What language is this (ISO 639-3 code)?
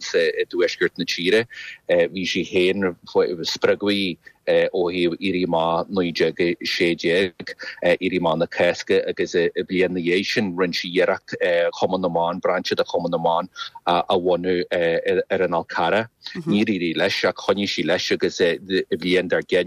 gle